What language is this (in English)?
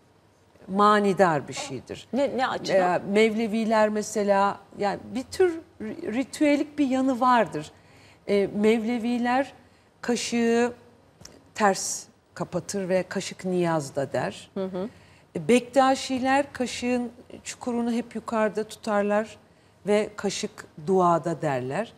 Turkish